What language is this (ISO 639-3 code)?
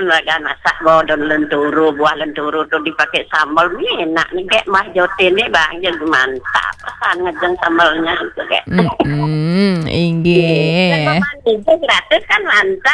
ban